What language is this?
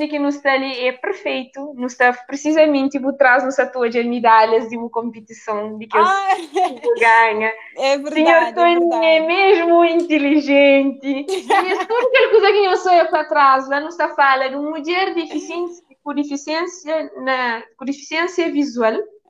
Kabuverdianu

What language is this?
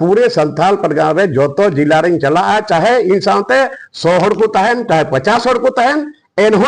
Santali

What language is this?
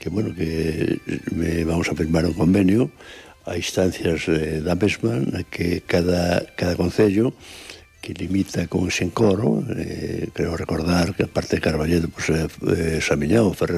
Galician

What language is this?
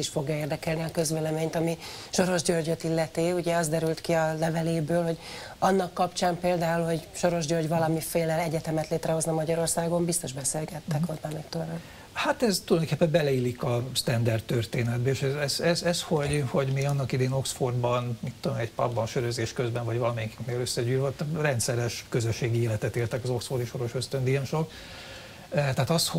Hungarian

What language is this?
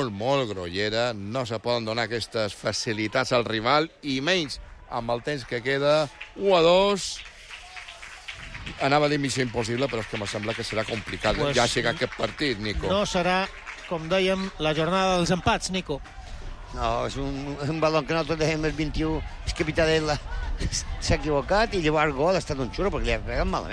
Catalan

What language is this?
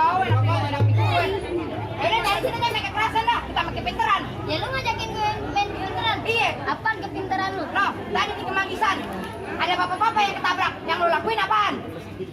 Betawi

